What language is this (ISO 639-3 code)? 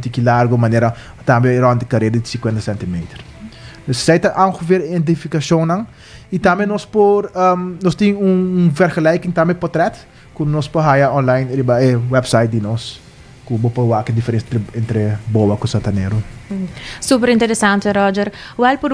pap